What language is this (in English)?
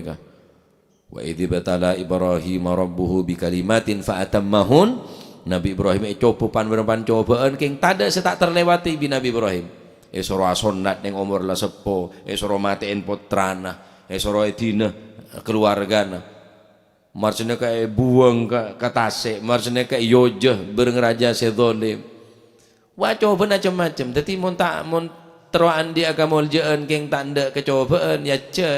Madurese